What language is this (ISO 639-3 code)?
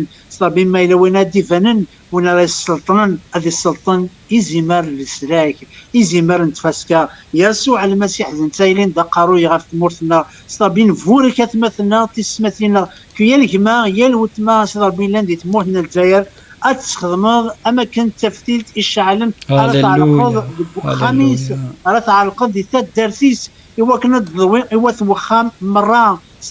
kab